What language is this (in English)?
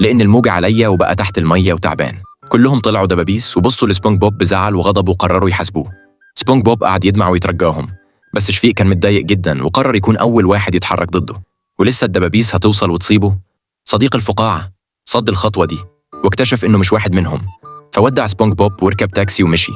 Egyptian Arabic